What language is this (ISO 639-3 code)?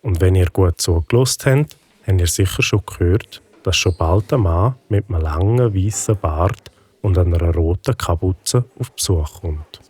gsw